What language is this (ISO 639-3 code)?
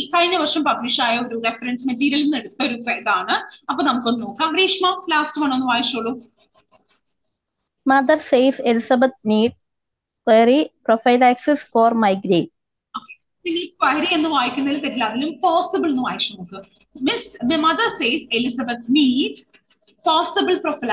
mal